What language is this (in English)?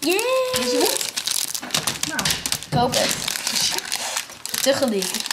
Western Frisian